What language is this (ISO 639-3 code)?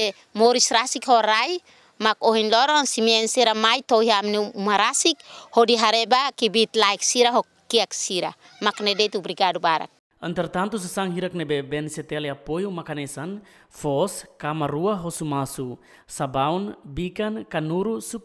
tet